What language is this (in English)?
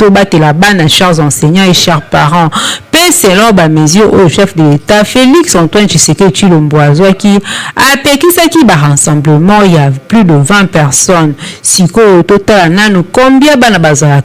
Lingala